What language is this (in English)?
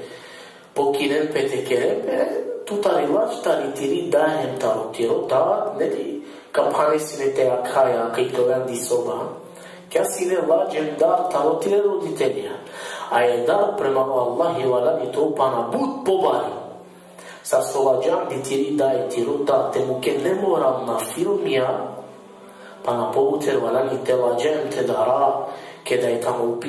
Balkan Romani